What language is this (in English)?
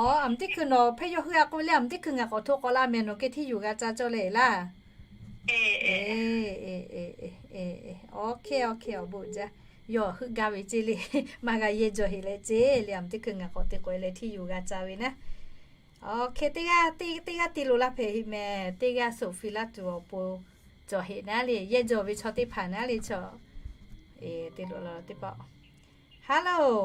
Lahu